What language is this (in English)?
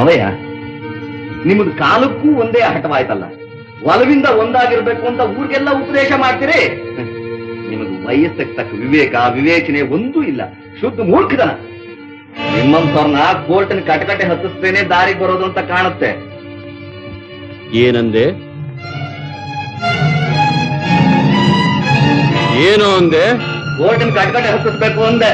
Kannada